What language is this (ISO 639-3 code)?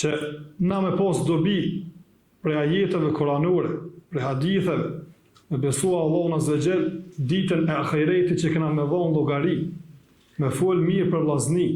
sqi